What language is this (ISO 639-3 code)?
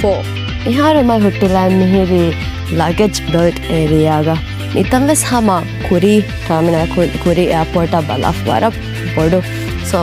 div